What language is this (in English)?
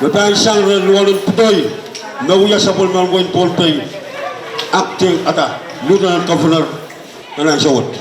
Pohnpeian